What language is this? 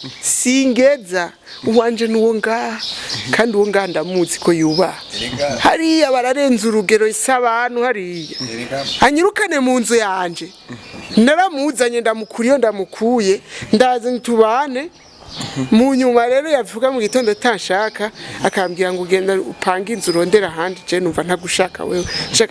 Rundi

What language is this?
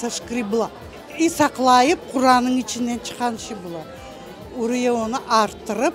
Crimean Tatar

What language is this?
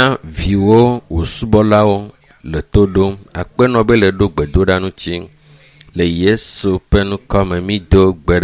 Ewe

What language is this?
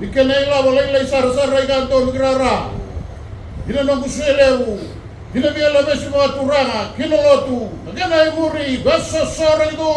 Fijian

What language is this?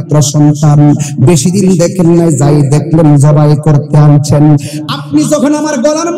Bangla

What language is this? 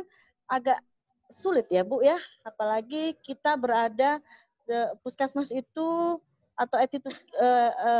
Indonesian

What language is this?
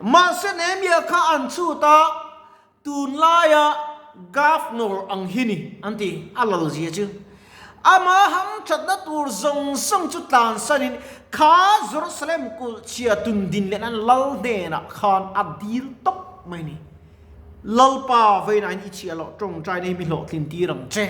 Mizo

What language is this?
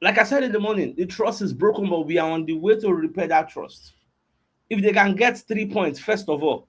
Nigerian Pidgin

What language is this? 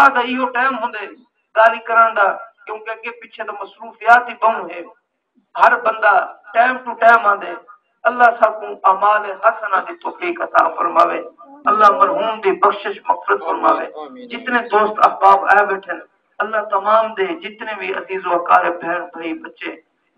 Saraiki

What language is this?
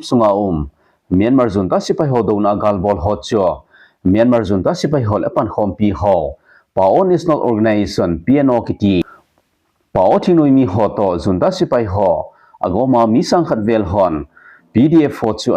Thado Chin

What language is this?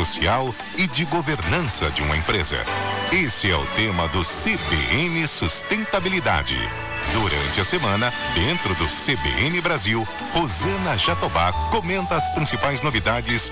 Portuguese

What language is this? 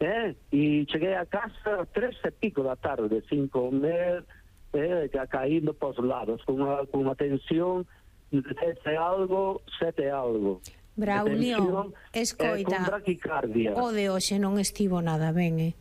Galician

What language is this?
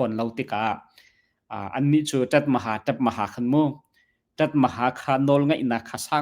Hakha Chin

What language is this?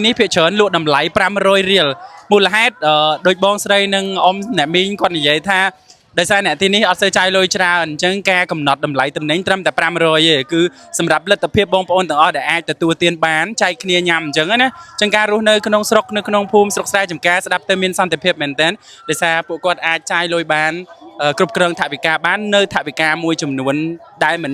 Khmer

